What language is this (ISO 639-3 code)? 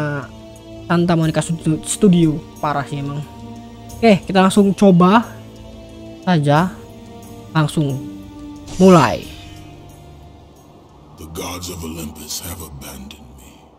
ind